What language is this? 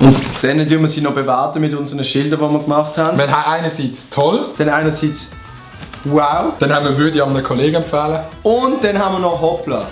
Swiss German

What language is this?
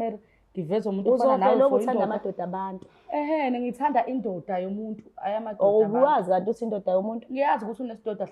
Zulu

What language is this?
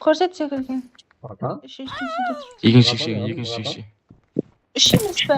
Kara-Kalpak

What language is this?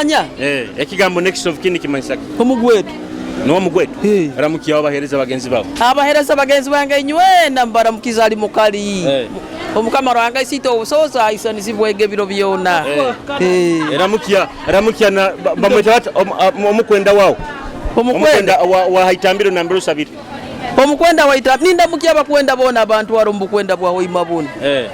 Nyoro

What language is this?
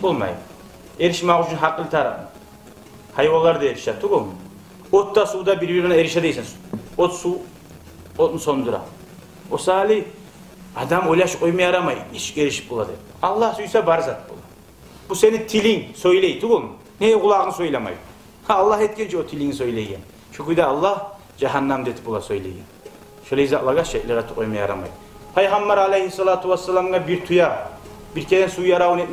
Kumyk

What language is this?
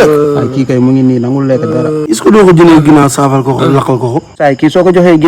Wolof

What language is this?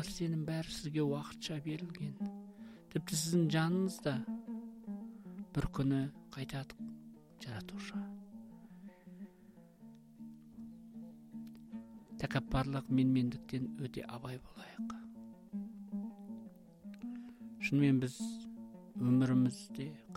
Kazakh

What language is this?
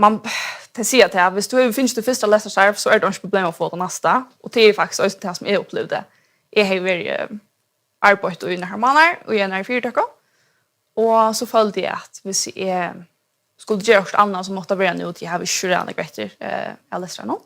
Faroese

